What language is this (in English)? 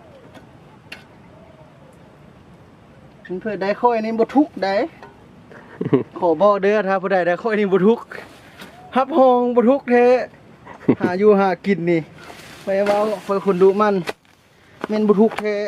Lao